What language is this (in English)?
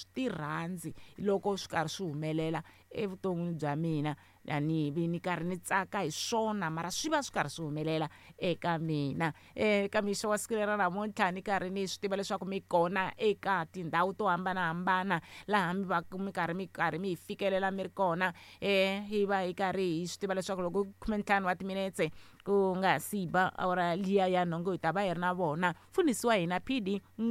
Tsonga